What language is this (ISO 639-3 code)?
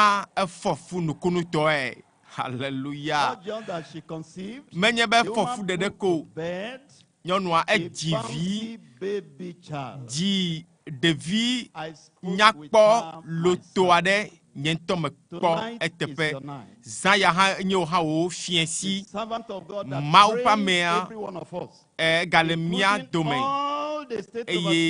ewe